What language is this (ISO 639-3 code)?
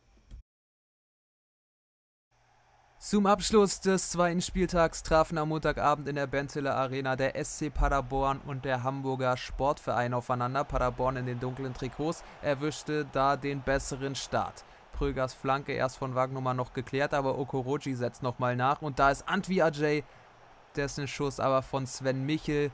deu